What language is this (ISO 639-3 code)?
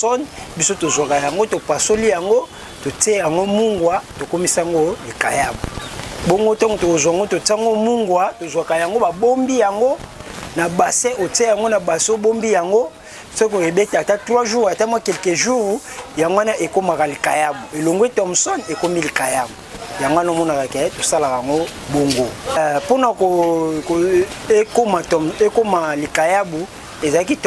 lin